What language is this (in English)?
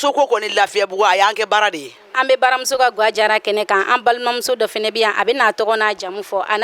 Bambara